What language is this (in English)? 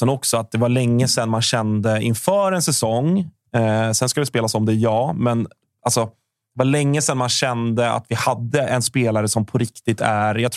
Swedish